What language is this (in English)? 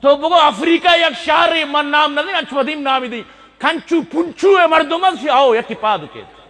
Eastern Balochi